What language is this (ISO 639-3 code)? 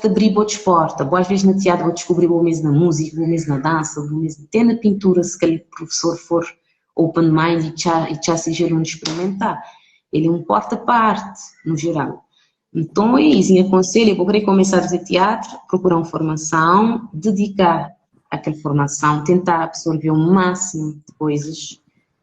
kea